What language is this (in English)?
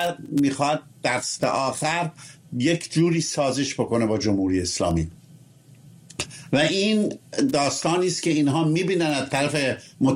Persian